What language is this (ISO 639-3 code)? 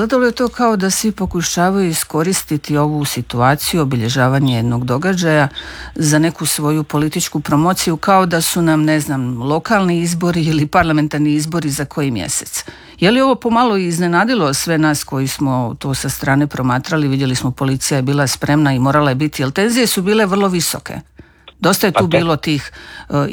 hrv